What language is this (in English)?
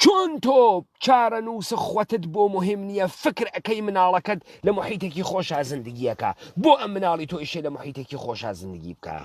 Central Kurdish